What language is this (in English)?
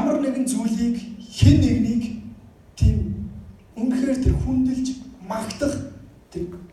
Mongolian